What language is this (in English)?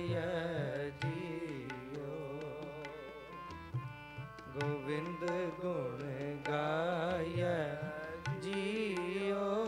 Punjabi